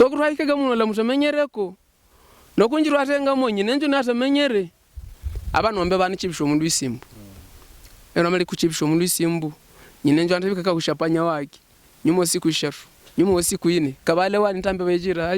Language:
Havu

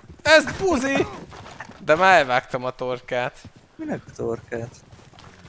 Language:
Hungarian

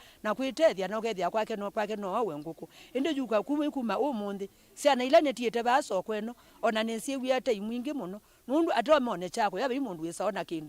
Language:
Kamba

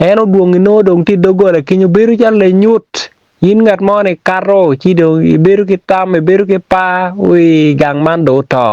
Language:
Acoli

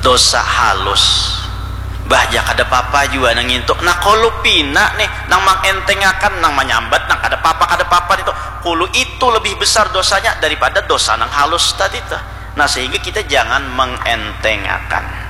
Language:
Banjar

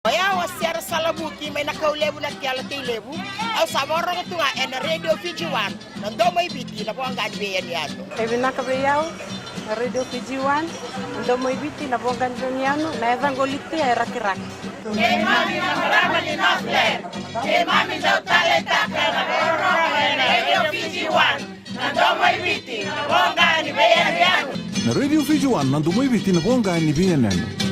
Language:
Fijian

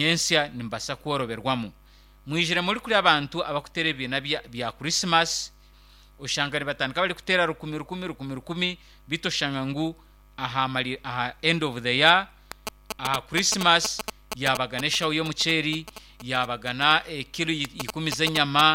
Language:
Nyankole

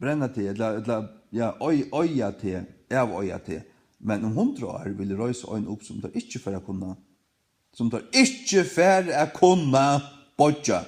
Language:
Faroese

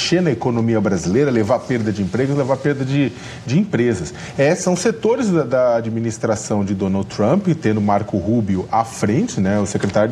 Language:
Portuguese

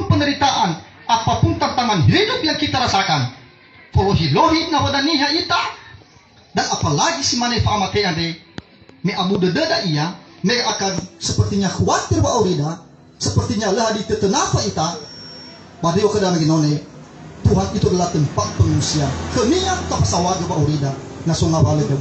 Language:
Nias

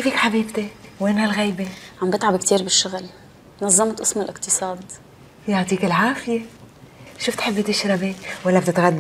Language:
North Levantine Arabic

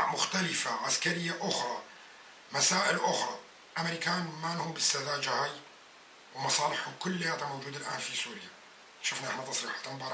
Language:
North Levantine Arabic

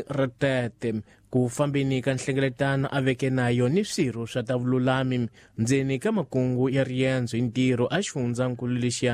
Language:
Tsonga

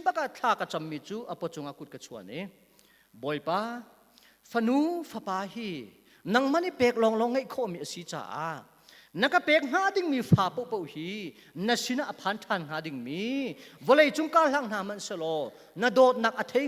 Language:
Hakha Chin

